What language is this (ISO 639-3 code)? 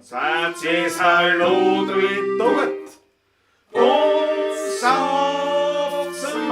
bar